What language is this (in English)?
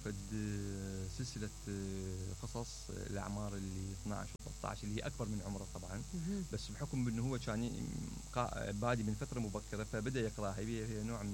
Mesopotamian Arabic